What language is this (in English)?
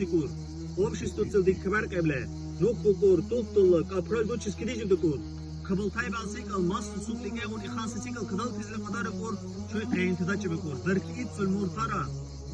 Dargwa